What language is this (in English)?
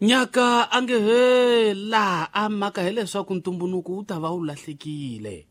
Tsonga